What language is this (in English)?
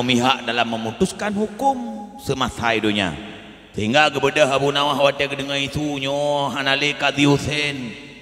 Achinese